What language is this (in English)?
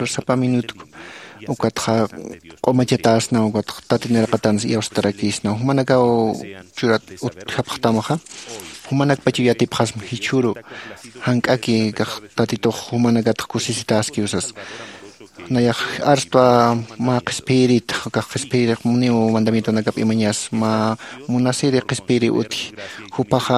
Aymara